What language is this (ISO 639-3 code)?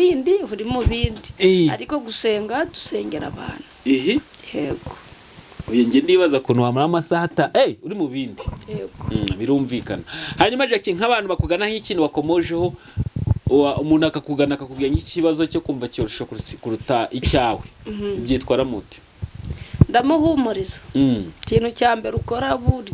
kin